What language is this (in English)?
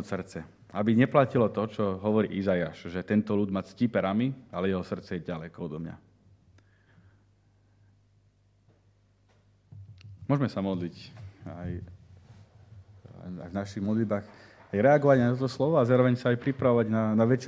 Slovak